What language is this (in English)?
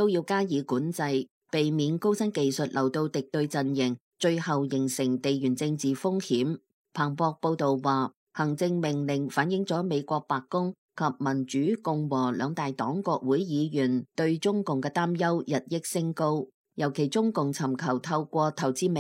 Cantonese